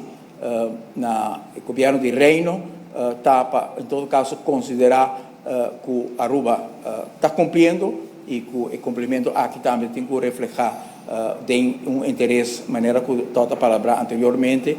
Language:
Papiamento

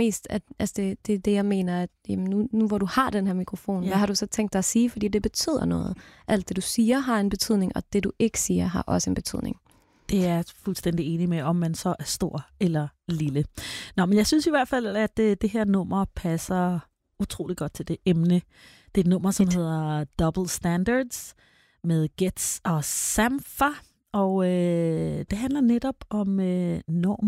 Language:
Danish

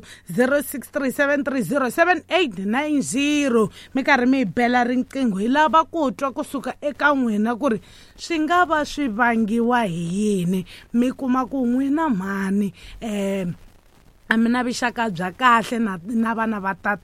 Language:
Tsonga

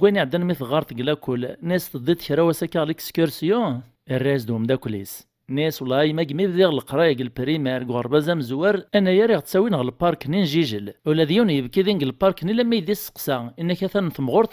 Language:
Kabyle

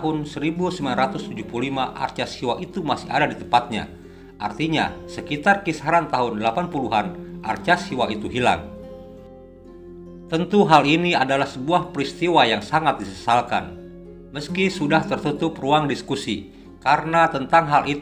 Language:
Indonesian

